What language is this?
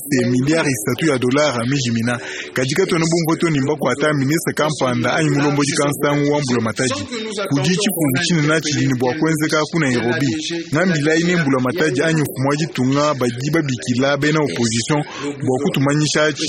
Luba-Lulua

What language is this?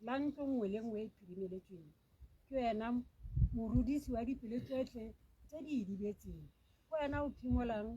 Tswana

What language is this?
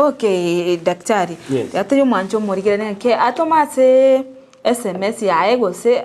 Gusii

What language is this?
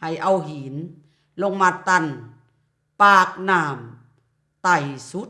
Lao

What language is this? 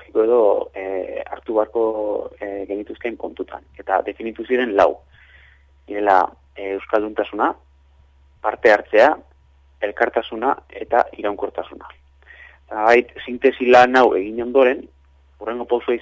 Basque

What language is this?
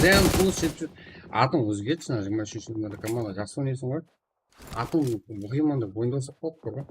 Kara-Kalpak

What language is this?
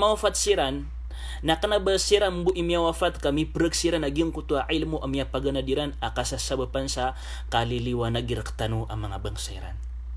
Maranao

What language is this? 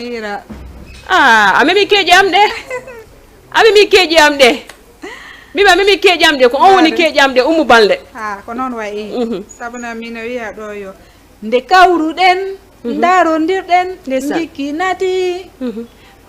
Fula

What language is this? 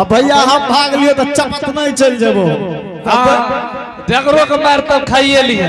Angika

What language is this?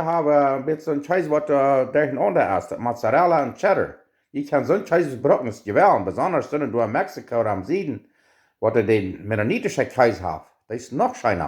Plautdietsch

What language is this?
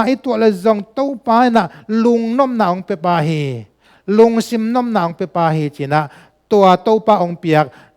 Tedim Chin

